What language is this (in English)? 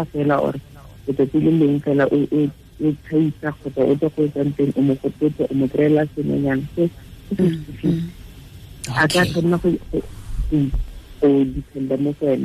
Tswana